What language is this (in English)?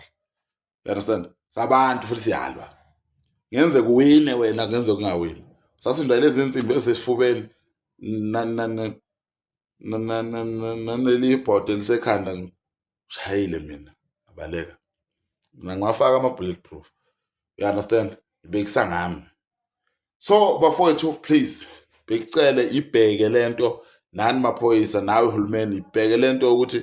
Zulu